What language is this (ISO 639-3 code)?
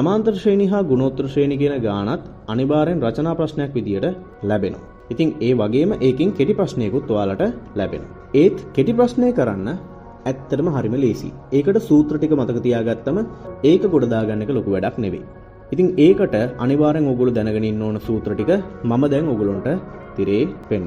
sin